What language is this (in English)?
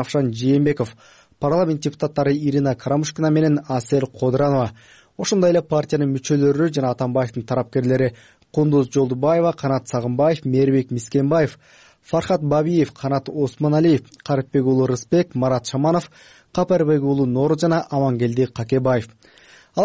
Kyrgyz